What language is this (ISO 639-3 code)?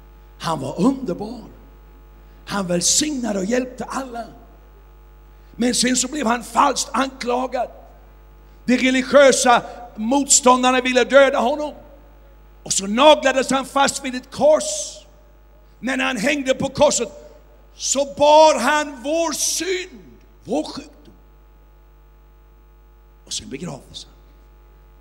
swe